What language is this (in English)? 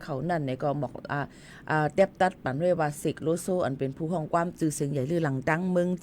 Shan